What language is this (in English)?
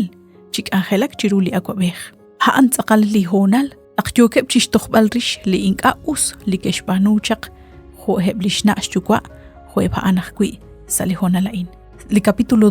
Kekchí